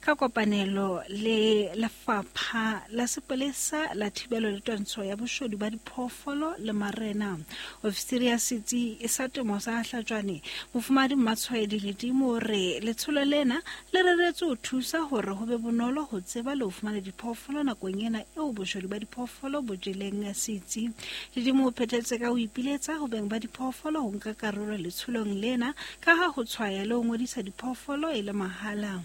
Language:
Southern Sotho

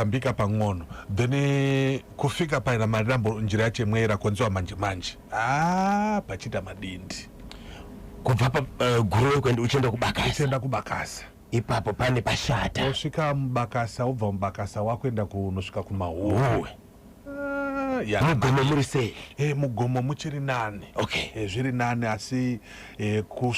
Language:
Shona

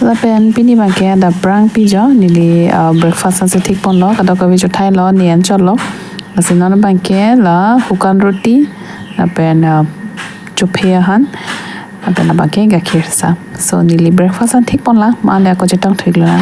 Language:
Karbi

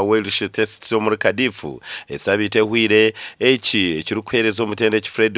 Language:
Nyankole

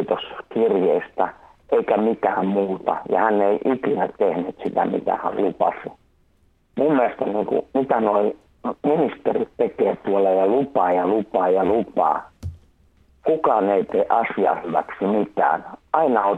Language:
Finnish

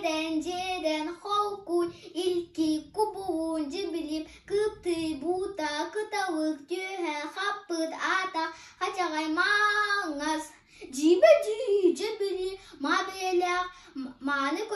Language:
Yakut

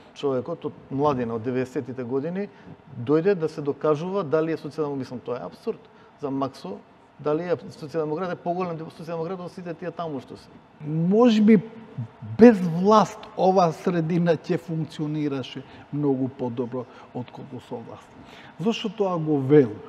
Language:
Macedonian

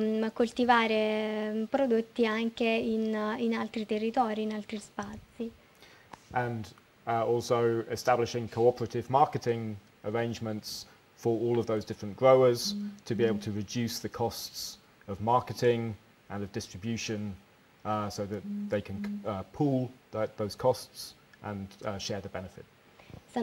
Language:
Italian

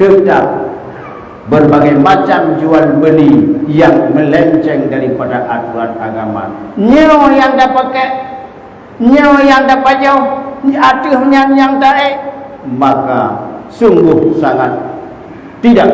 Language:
Achinese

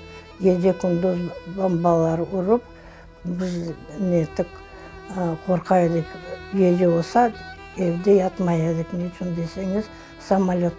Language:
Crimean Tatar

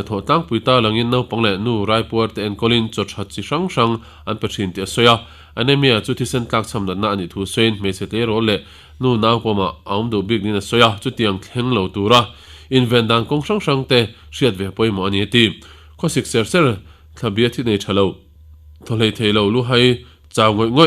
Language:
Mizo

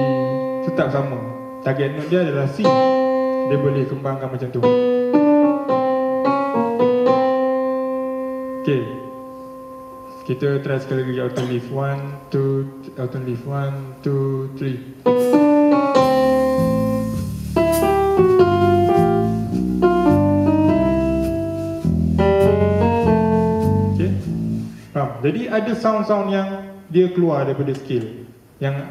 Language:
Malay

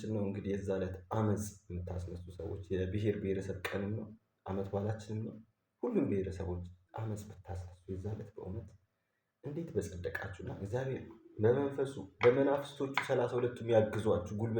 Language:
Amharic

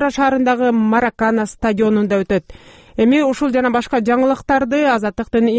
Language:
Kyrgyz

